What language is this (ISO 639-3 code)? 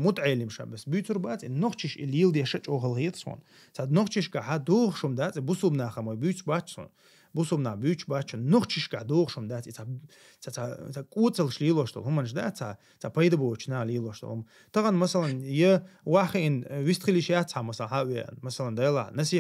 che